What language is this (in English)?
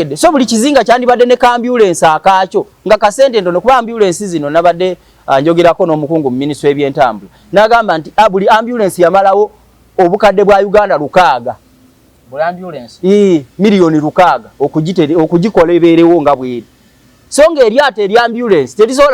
Ganda